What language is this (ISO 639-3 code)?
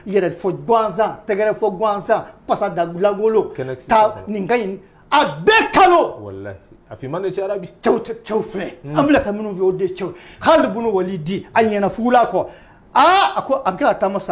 bam